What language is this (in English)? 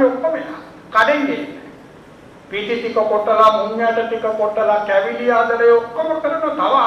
Sinhala